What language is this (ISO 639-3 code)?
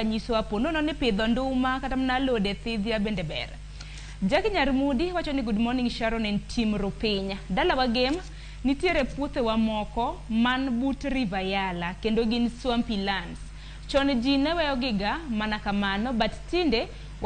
luo